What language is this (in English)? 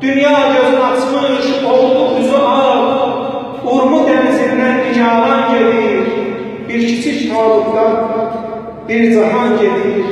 South Azerbaijani